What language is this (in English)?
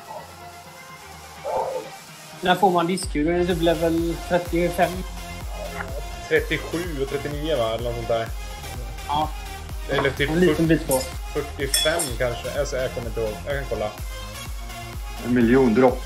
Swedish